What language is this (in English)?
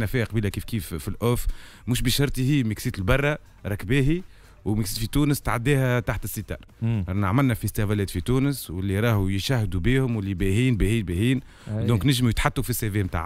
Tunisian Arabic